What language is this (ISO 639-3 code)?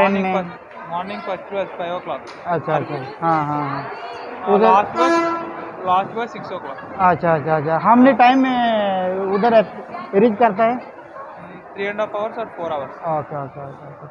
sat